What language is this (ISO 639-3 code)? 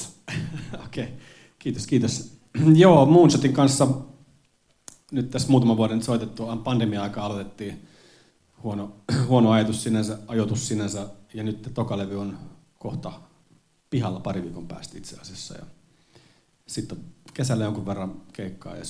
fin